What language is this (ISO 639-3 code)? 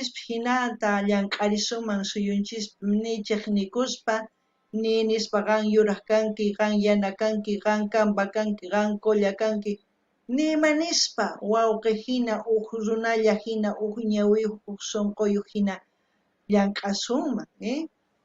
quh